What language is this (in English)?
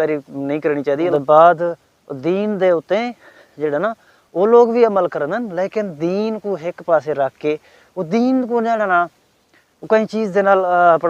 Saraiki